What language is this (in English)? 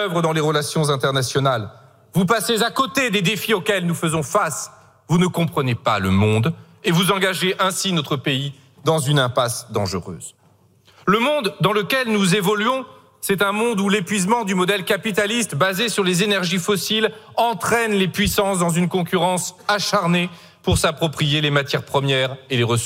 French